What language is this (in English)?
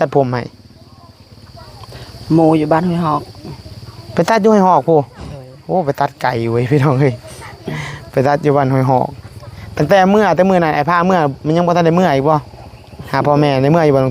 Northeastern Thai